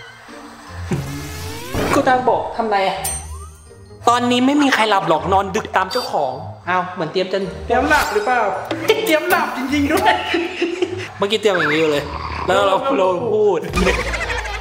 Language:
Thai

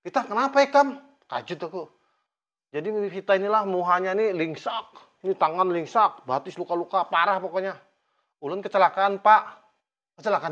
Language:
Banjar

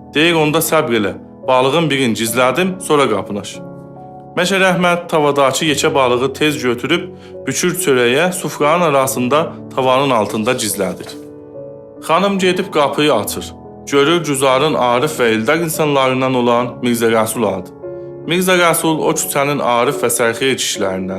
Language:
South Azerbaijani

